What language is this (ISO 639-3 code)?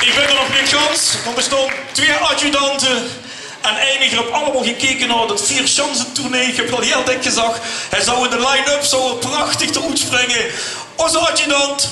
lim